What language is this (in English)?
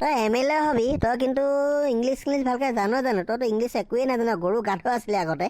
Assamese